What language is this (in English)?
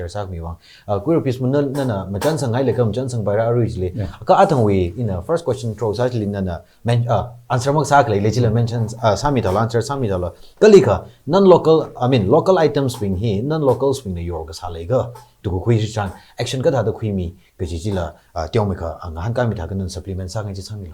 Tangkhul Naga (India)